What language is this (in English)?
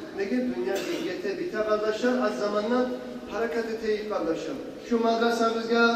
Kumyk